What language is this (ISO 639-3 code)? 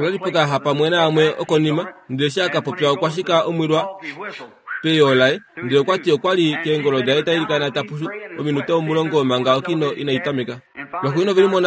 kua